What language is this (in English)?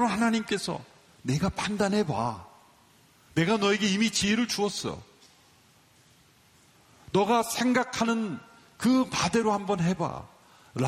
Korean